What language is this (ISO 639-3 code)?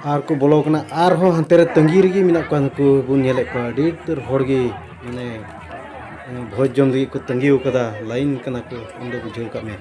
sat